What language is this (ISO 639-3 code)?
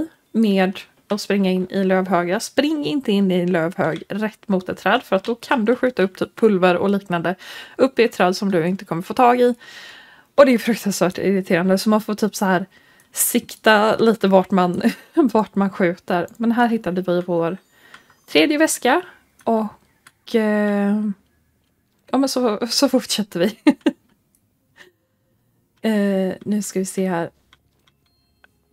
swe